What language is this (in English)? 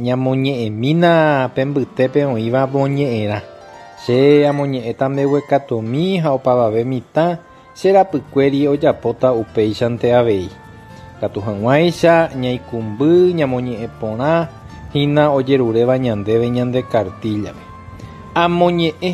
Guarani